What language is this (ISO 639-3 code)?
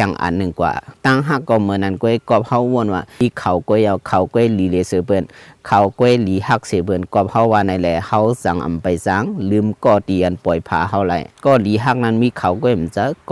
shn